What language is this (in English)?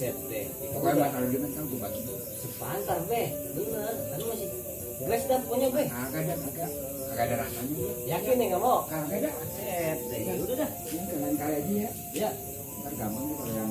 Betawi